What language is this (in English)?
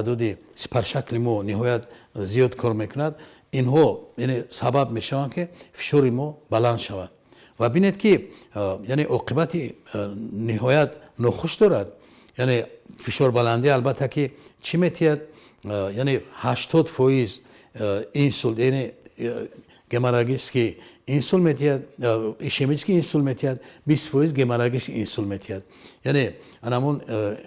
Tajik